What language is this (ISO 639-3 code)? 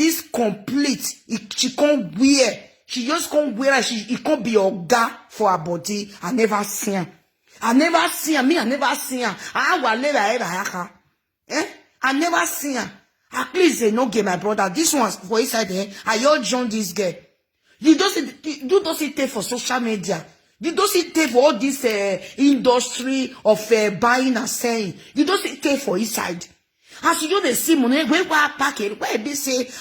pcm